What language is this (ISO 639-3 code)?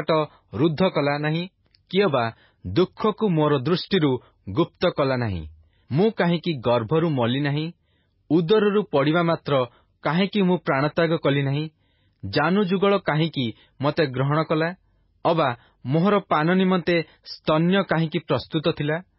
ori